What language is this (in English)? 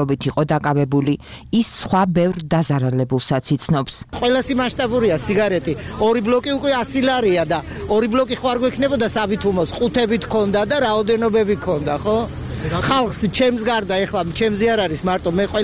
Georgian